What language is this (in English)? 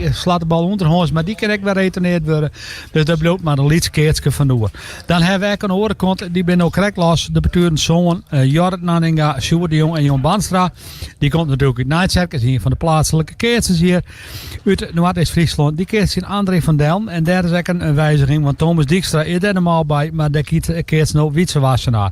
Western Frisian